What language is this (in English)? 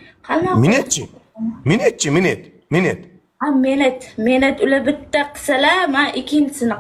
Uzbek